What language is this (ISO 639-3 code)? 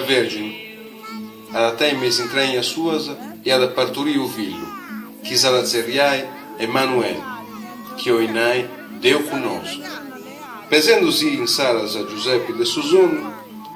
srd